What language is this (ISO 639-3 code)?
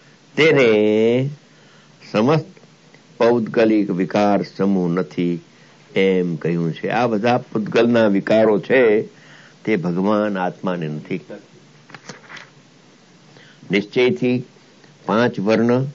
guj